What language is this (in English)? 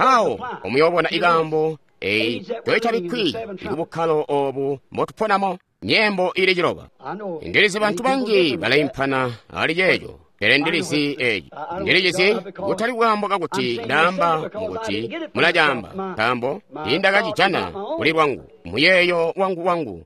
Tonga (Zambia)